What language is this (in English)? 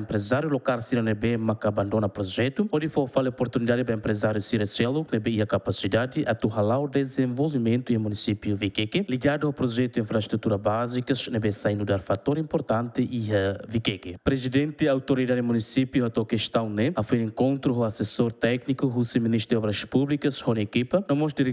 Tetum